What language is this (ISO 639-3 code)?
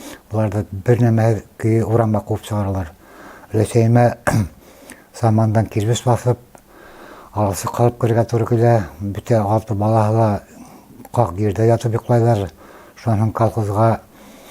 bak